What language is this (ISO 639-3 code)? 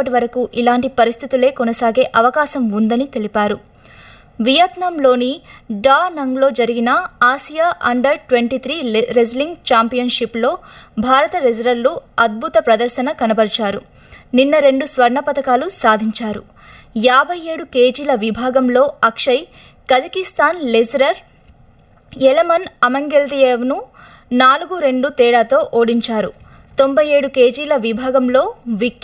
tel